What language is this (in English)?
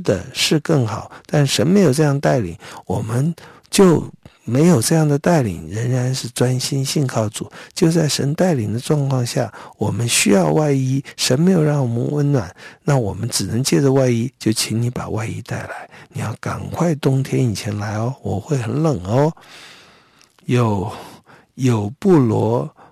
Chinese